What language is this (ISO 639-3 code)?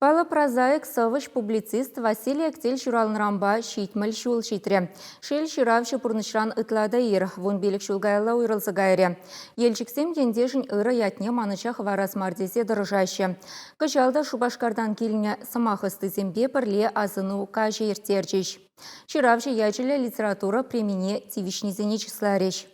chv